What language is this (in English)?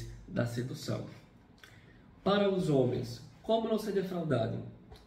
Portuguese